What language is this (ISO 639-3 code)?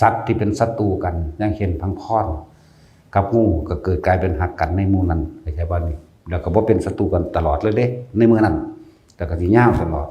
tts